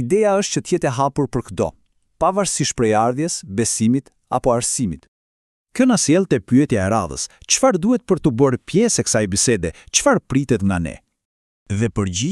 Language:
Albanian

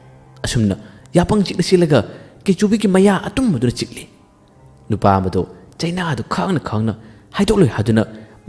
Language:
Manipuri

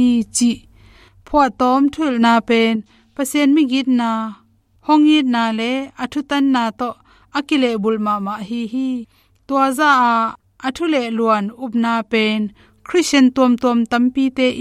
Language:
Tedim Chin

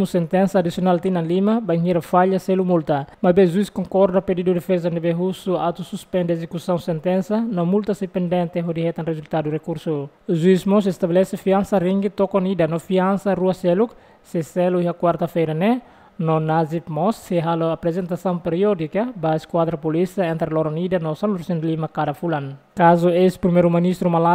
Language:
Tetum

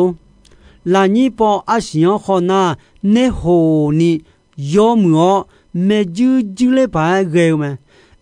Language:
Akha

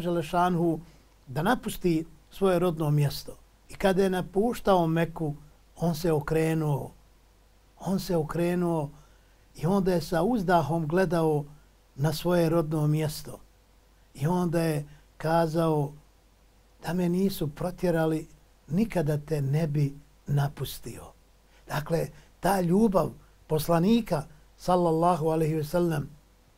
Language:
Bosnian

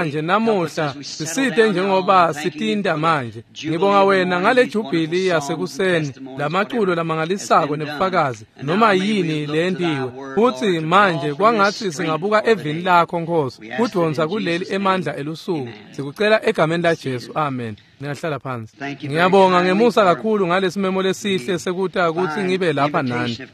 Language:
Swati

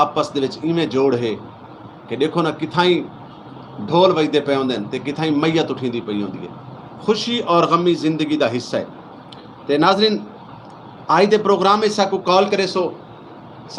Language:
Saraiki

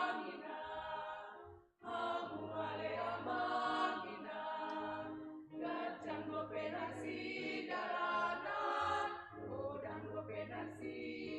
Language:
Batak Toba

